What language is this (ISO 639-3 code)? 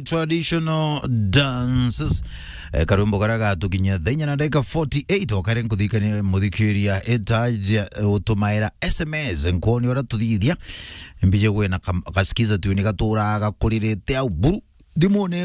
mer